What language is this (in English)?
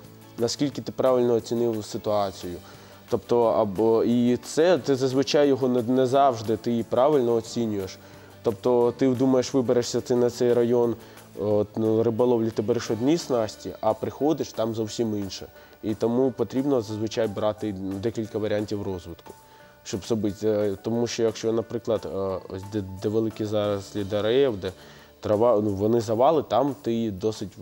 Ukrainian